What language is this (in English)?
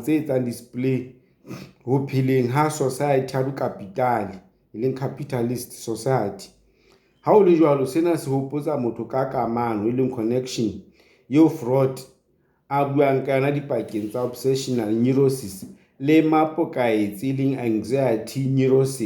Southern Sotho